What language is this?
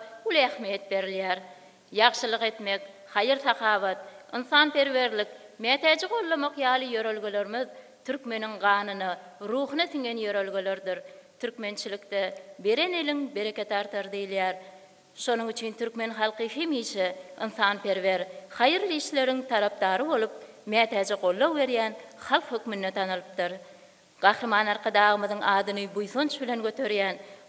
Turkmen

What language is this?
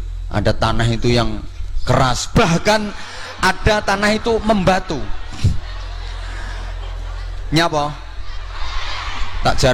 Indonesian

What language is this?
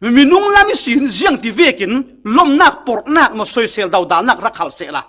Falam Chin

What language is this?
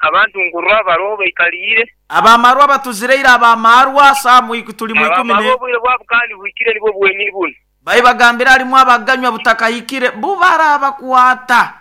Nyankole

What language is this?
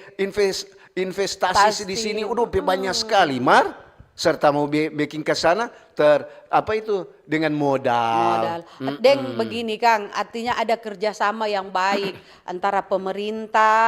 Manado Malay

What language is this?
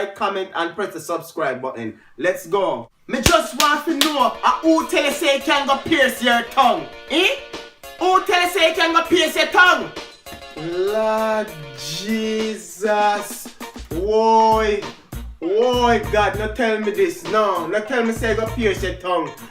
Jamaican Creole English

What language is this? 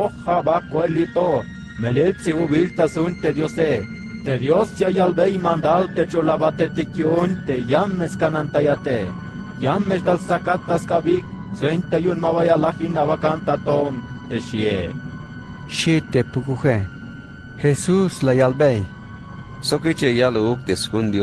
Tzeltal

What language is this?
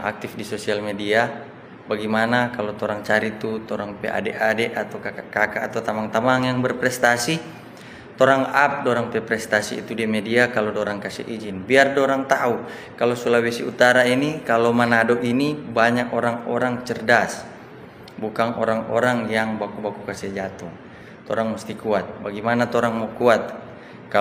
Manado Malay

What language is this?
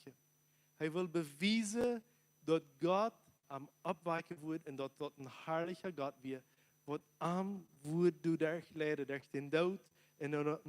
Plautdietsch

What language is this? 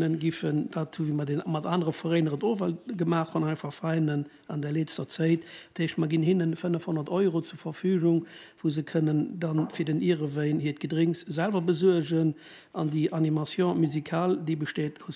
Luxembourgish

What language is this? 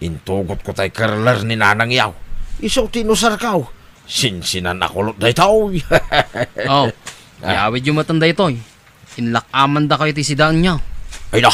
Iloko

